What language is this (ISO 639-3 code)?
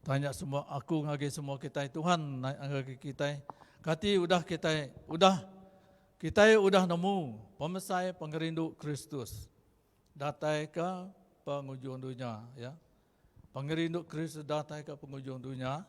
iba